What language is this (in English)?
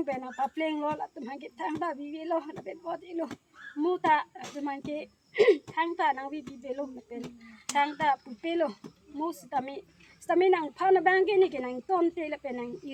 Karbi